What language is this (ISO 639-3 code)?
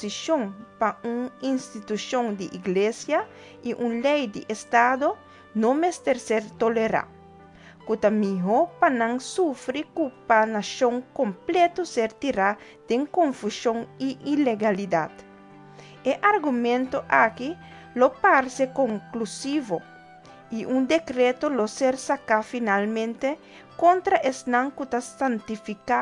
pap